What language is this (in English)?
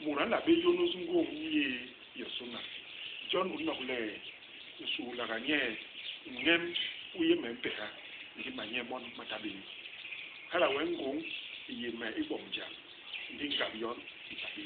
Basaa